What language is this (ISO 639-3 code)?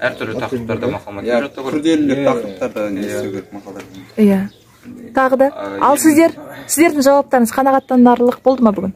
kaz